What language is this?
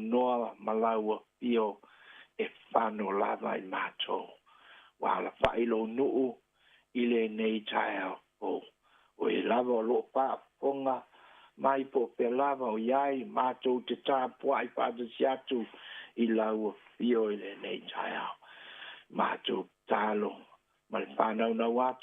Samoan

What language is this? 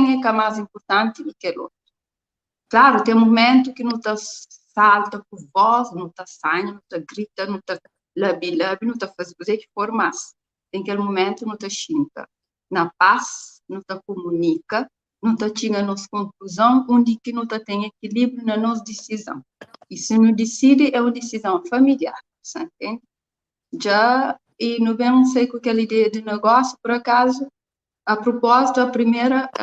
Kabuverdianu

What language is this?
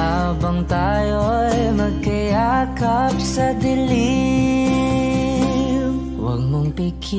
Filipino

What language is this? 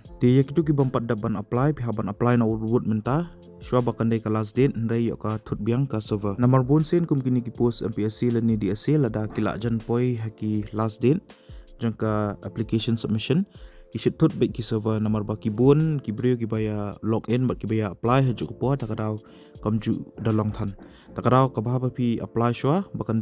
Khasi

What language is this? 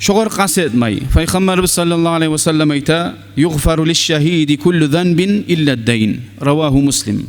Kumyk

